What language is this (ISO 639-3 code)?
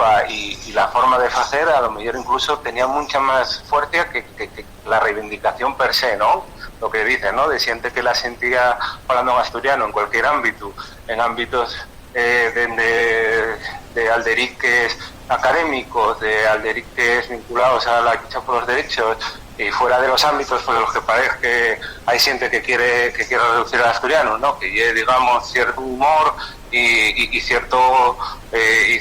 ast